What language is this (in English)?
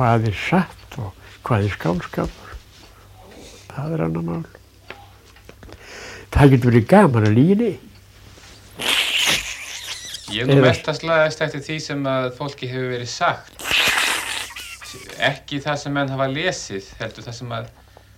Icelandic